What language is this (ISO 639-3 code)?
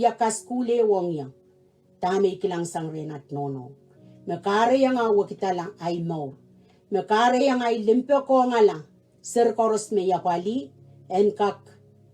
pon